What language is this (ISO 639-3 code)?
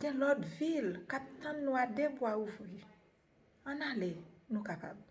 hat